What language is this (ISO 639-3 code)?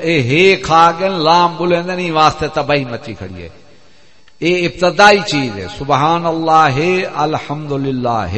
skr